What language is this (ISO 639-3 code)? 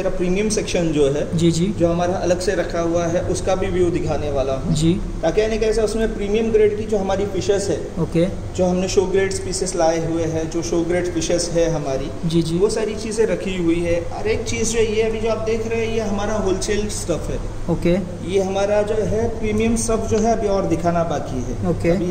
hin